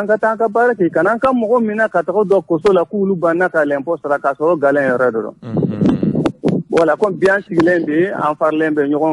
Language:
Bambara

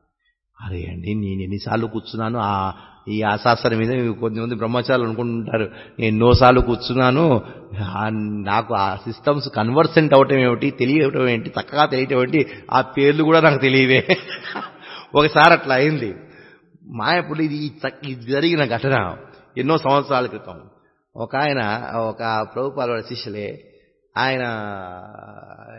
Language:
Telugu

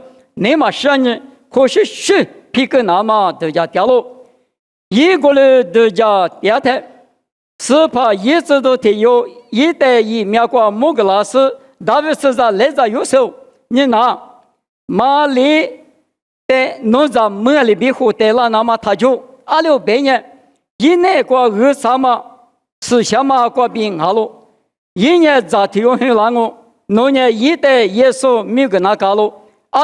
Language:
Lisu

